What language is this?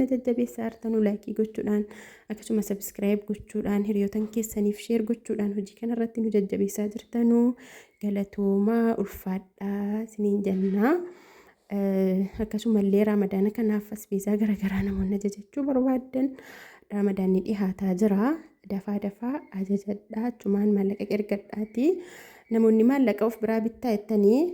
Oromo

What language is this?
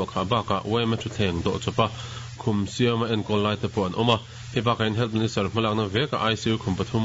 Mizo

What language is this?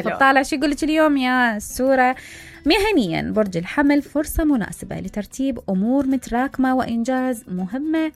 Mesopotamian Arabic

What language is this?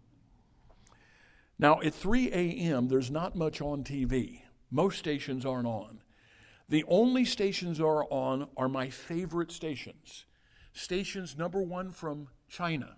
English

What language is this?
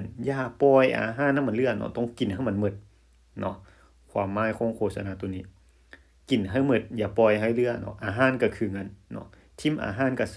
Lao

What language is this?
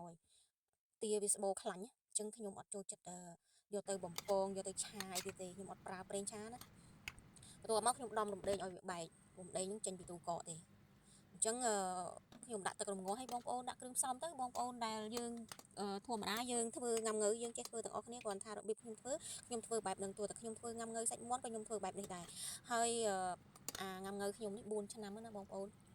Khmer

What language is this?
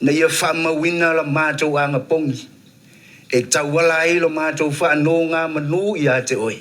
Samoan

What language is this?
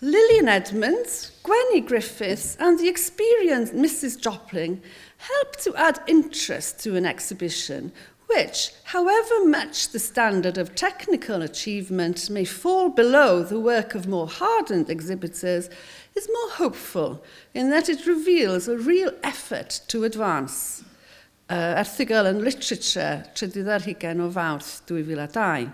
Welsh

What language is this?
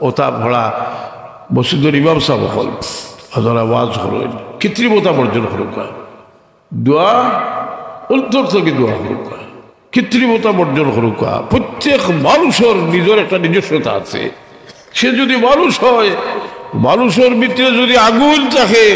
Sylheti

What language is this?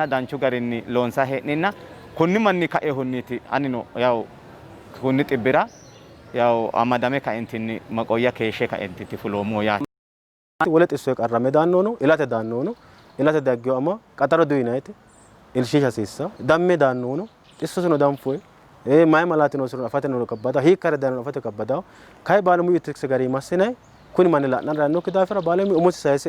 Sidamo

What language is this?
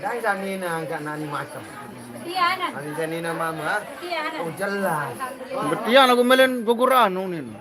Sasak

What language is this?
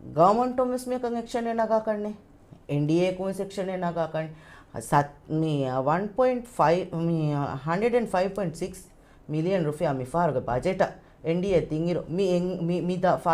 Divehi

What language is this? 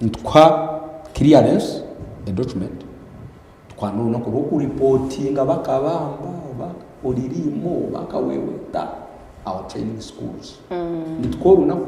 Nyankole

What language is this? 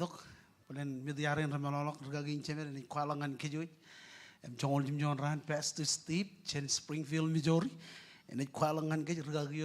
Marshallese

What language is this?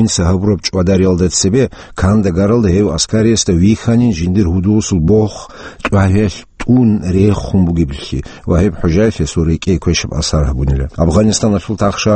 Avaric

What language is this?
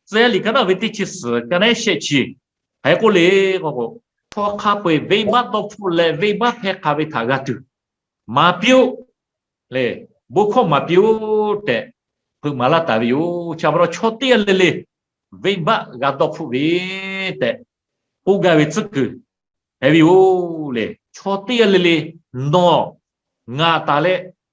Lahu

